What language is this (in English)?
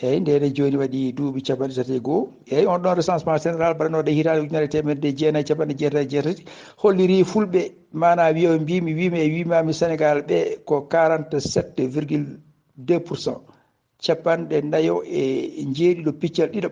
Fula